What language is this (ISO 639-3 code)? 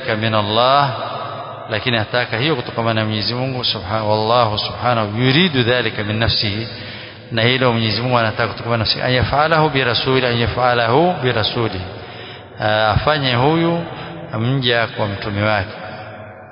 swa